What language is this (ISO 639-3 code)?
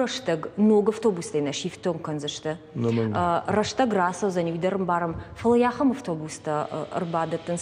oss